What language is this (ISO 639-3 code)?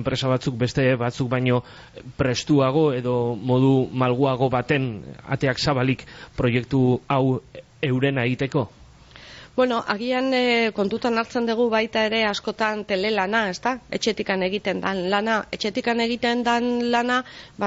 eus